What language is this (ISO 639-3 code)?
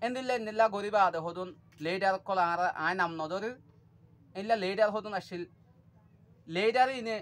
rhg